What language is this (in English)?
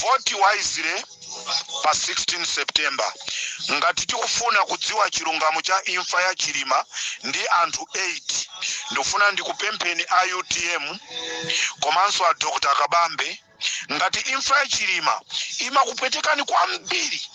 Nyanja